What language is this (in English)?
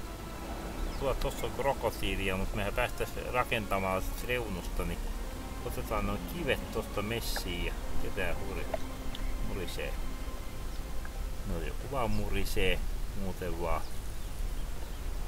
Finnish